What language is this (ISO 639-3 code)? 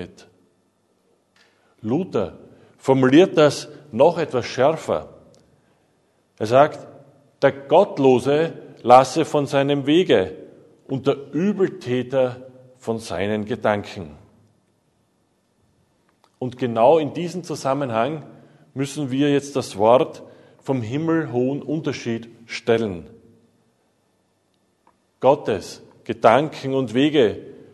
deu